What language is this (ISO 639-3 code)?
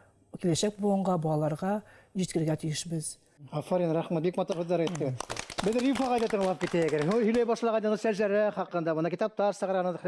bak